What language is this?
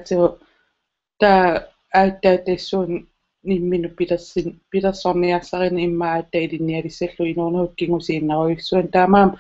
Kalaallisut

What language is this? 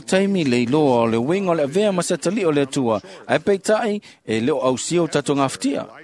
Samoan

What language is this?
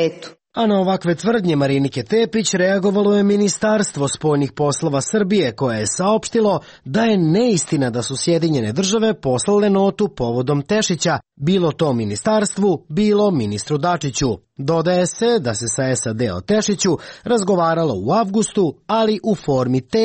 Serbian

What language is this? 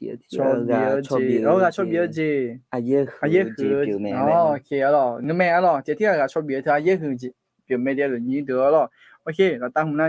Akha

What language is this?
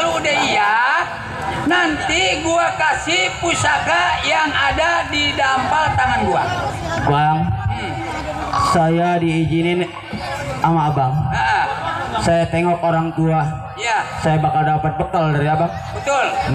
Betawi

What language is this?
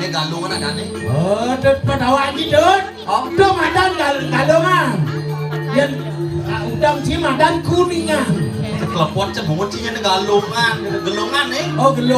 Balinese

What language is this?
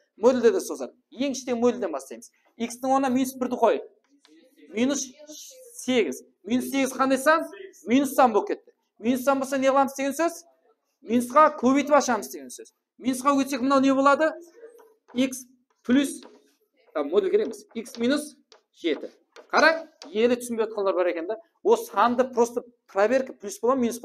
Kara-Kalpak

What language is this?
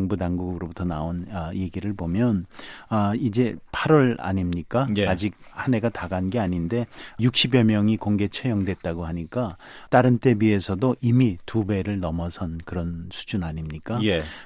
Korean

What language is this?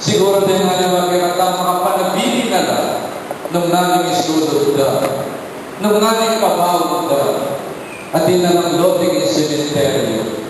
Pampanga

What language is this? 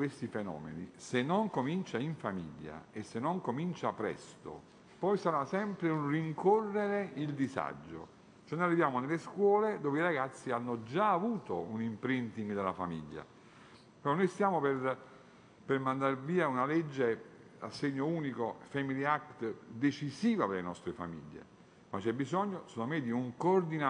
Italian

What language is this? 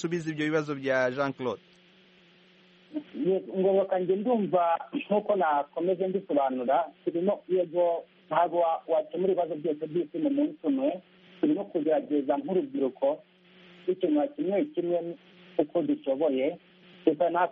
Kinyarwanda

